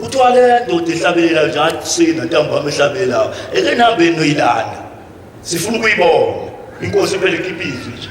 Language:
Zulu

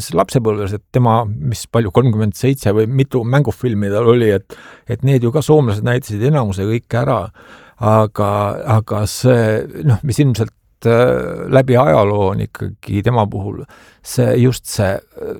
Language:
Estonian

